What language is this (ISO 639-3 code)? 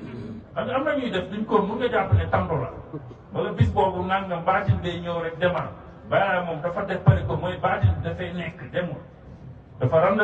wol